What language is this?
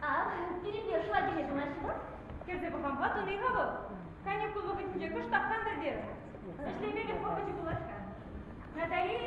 Chuvash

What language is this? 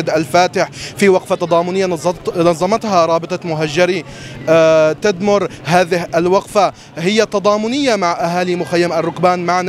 Arabic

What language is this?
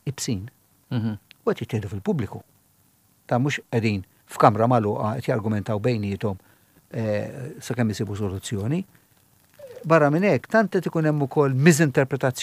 Maltese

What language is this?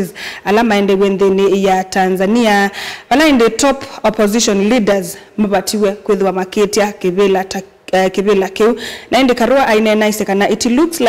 Kamba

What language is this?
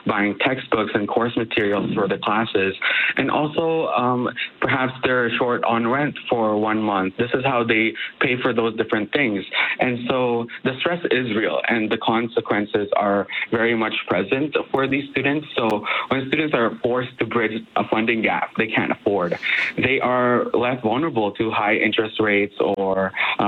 English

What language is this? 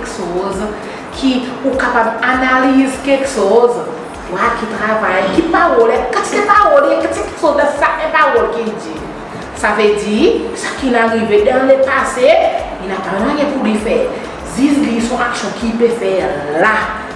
Seselwa Creole French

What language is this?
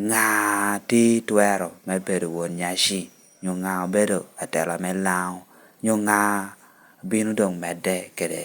Lango (Uganda)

